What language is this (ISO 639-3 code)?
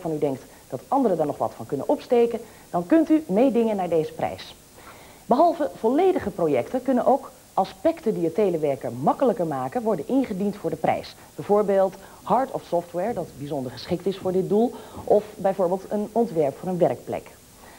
nld